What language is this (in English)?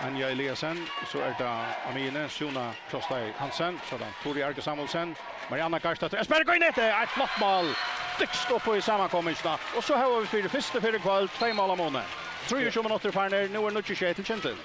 Faroese